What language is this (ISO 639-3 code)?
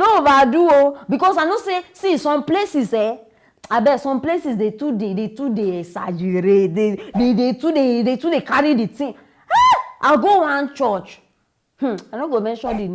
pcm